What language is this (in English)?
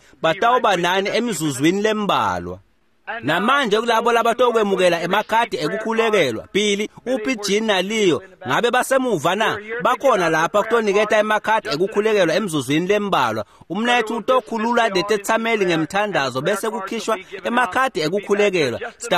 Swati